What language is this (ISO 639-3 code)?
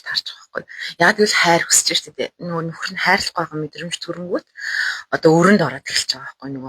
mon